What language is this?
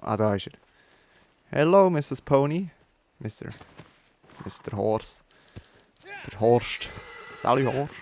Swiss German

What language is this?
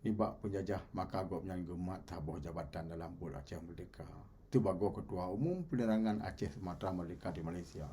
Achinese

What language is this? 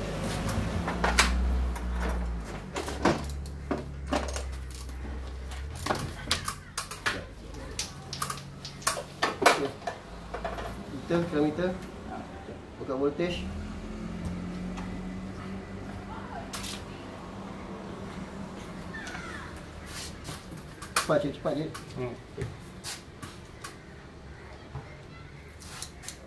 Malay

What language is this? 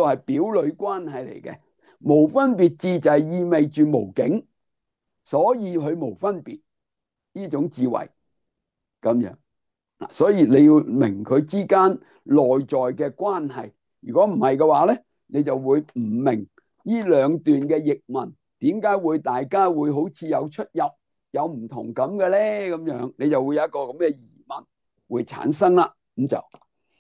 Cantonese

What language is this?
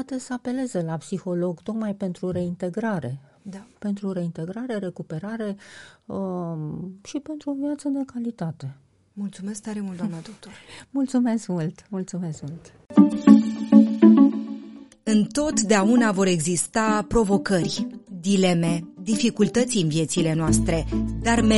Romanian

